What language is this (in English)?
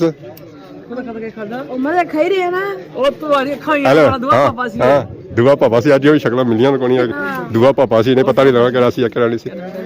Pahari-Potwari